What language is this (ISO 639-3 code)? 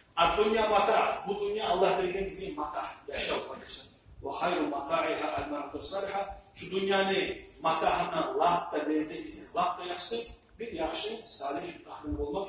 kum